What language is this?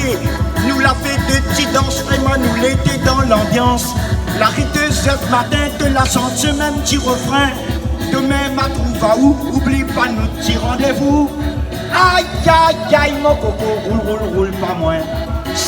Réunion Creole French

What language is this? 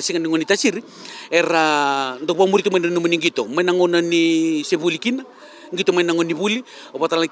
Fijian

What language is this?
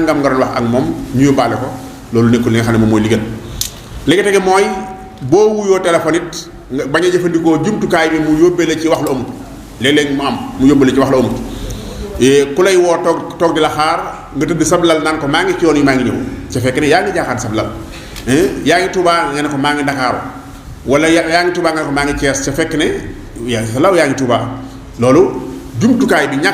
Wolof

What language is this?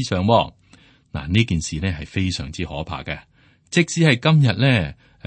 Cantonese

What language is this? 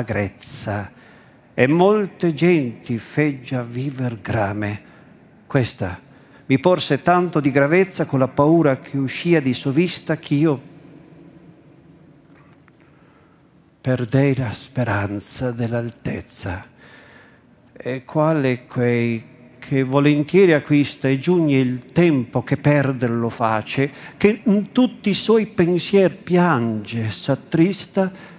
Italian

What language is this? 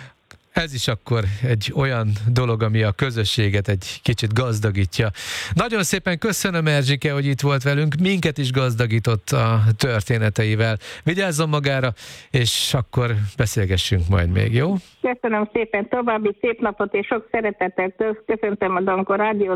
Hungarian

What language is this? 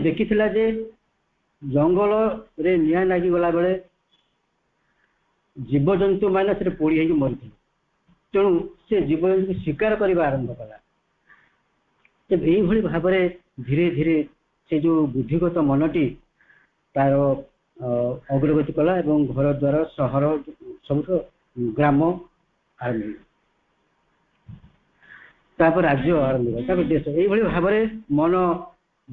Odia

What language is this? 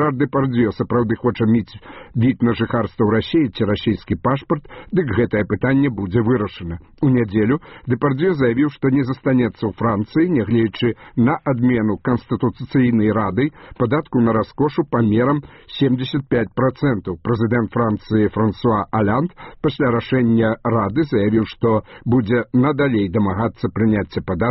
Belarusian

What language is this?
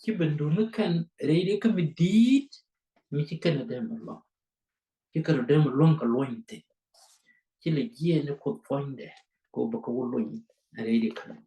Nuer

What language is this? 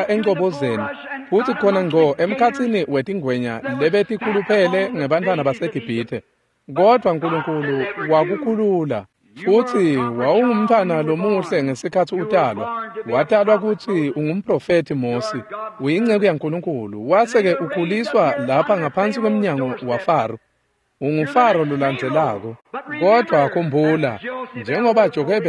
Swati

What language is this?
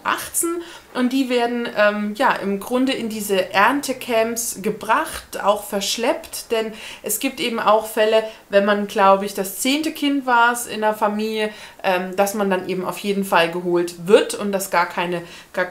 German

